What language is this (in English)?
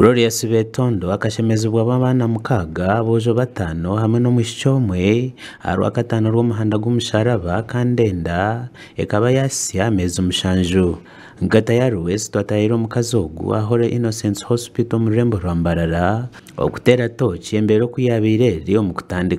Nyankole